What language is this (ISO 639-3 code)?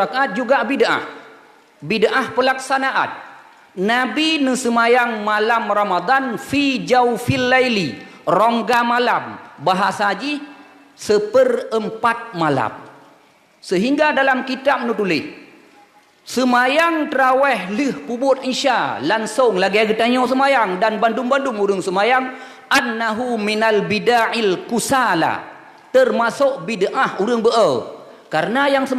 ace